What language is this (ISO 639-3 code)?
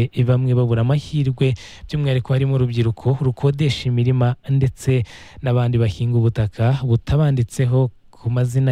kin